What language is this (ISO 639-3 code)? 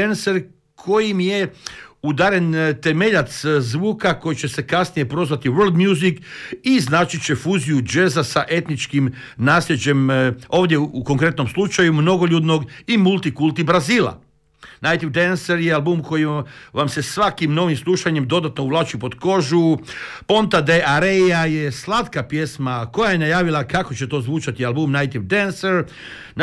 hrv